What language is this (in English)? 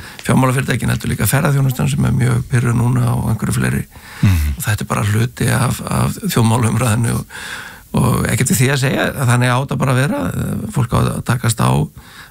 Icelandic